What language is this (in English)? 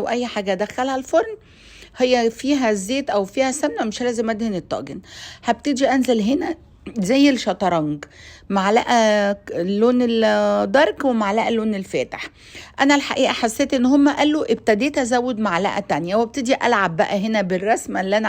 Egyptian Arabic